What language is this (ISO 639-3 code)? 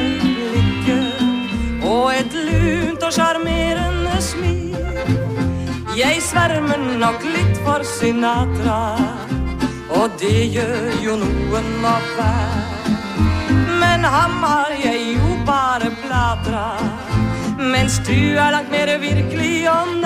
nor